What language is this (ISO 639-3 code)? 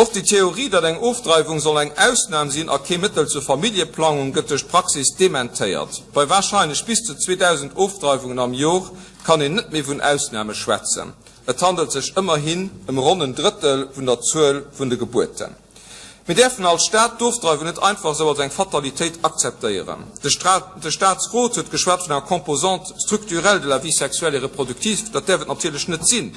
ltz